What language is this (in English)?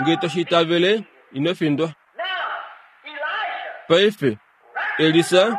Kuanyama